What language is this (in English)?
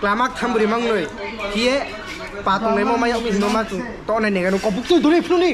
Riang (India)